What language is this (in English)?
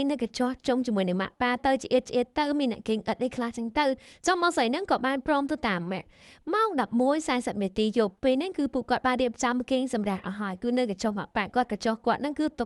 Khmer